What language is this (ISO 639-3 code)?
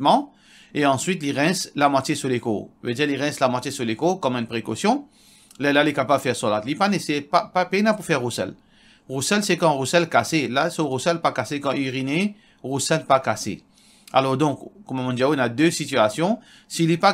mfe